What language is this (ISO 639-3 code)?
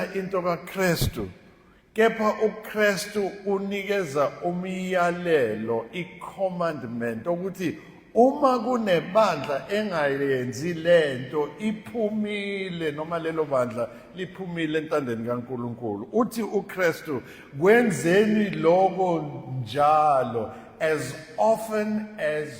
zul